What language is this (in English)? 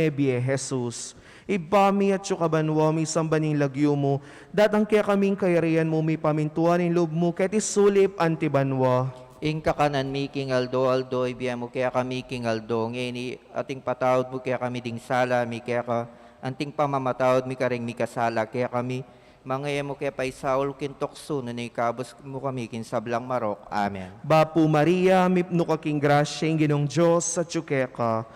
Pampanga